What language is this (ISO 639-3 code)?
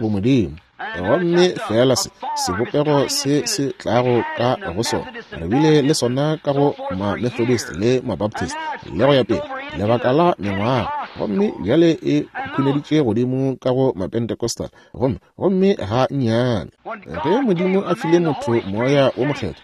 nso